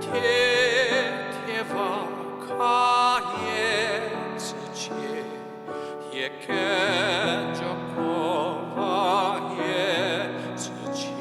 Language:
Angami Naga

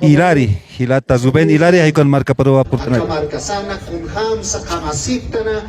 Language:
Aymara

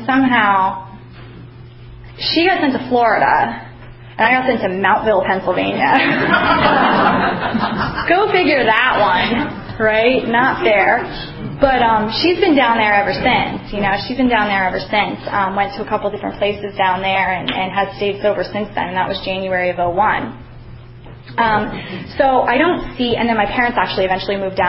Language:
English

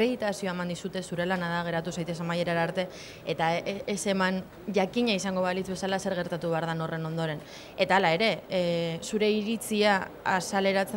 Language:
Basque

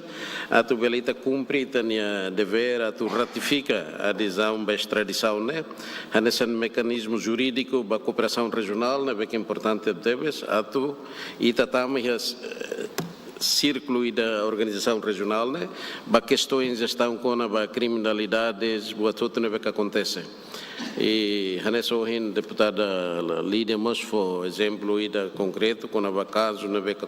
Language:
Tetum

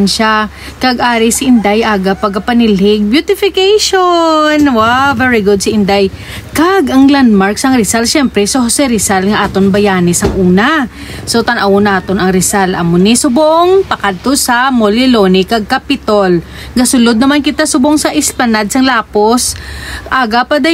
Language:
Hiligaynon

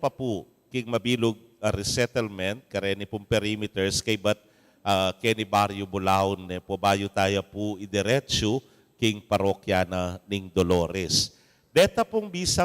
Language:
Pampanga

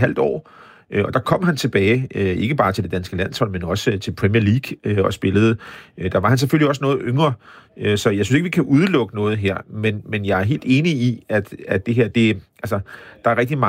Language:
Danish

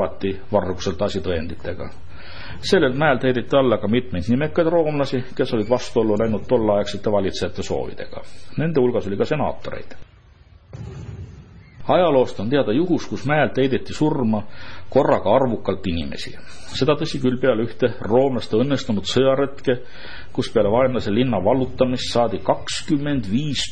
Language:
Estonian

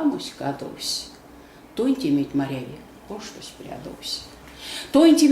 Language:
Erzya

